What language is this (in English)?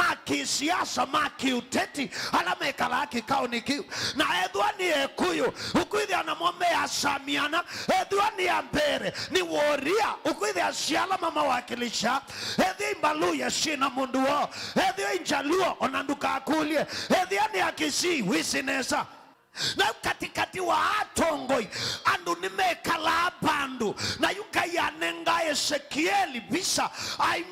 Kamba